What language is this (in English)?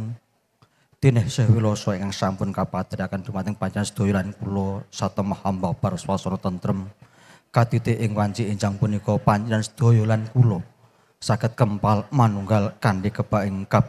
Javanese